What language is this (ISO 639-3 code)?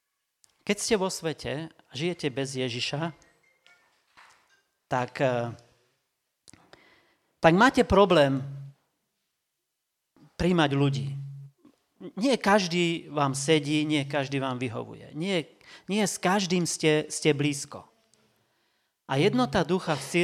slk